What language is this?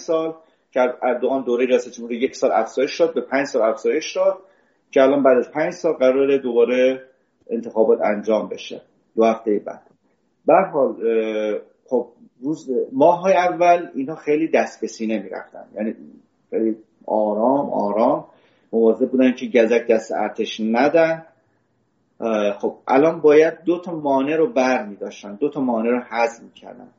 Persian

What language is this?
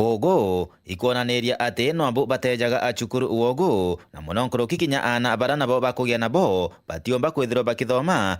Meru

